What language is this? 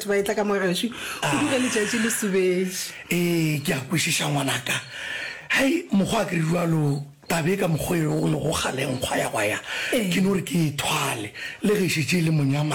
Northern Sotho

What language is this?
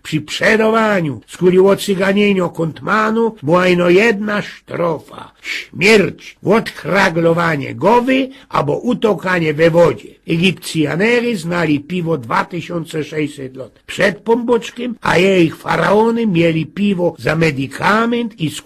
Silesian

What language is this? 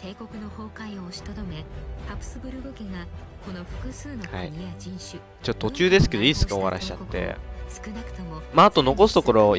Japanese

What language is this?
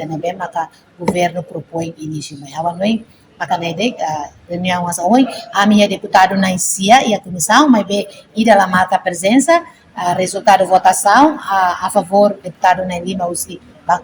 Tetum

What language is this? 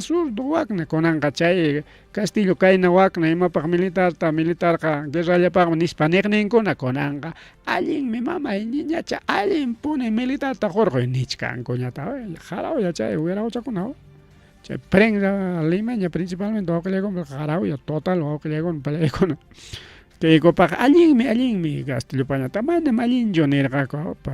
Ayacucho Quechua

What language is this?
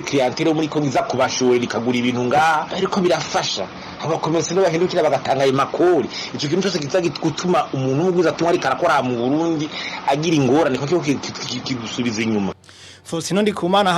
Rundi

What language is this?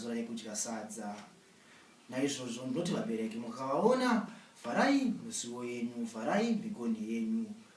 Shona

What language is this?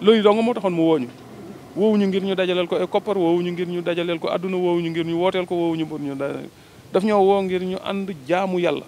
Wolof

